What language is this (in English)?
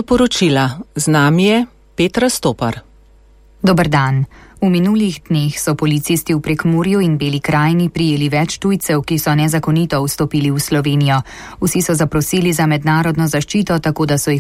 Slovenian